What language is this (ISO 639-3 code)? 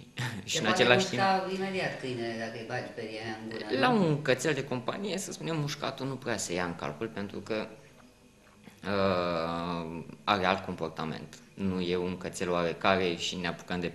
ron